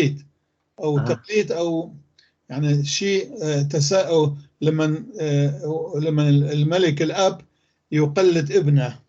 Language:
North Levantine Arabic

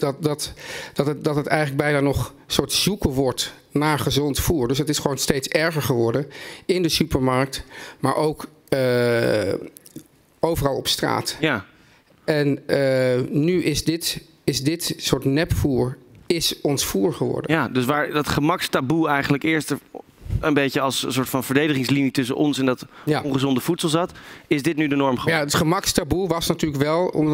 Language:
Dutch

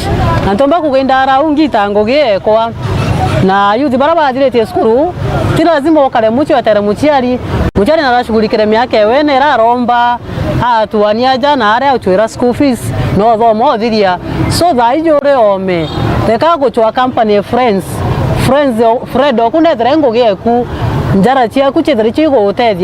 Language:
Meru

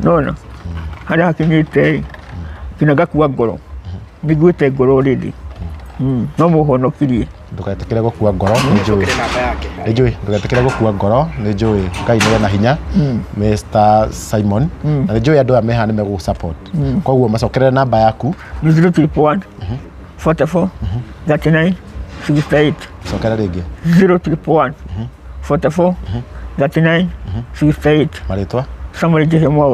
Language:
Kikuyu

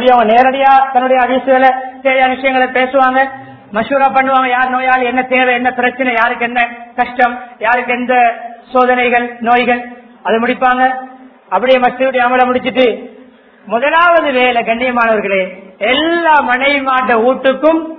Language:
Tamil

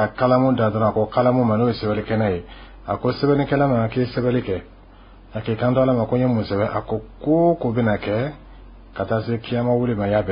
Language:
Bambara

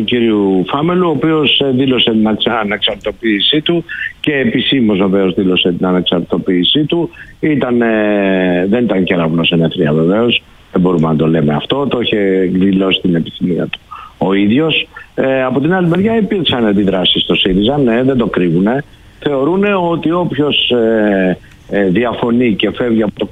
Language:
Greek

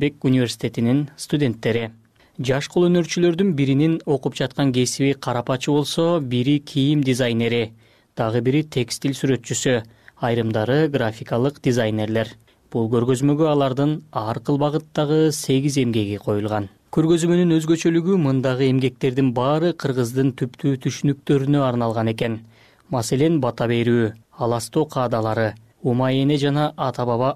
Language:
Kyrgyz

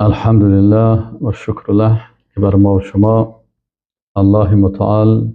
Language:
Persian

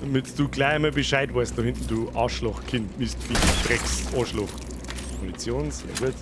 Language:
Bavarian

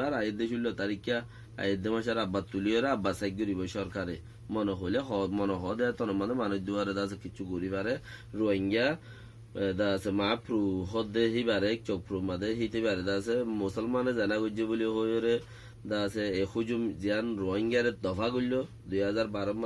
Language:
Rohingya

